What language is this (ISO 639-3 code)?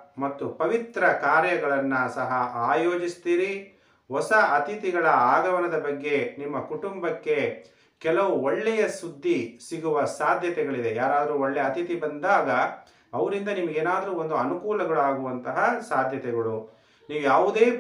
kan